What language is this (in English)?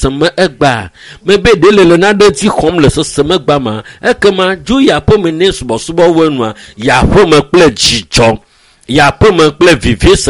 Ewe